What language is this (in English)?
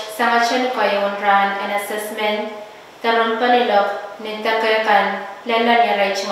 Pohnpeian